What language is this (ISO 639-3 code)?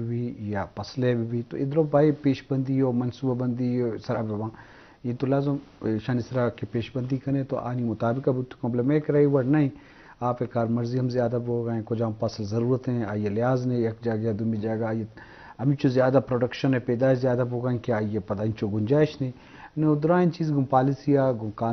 bgp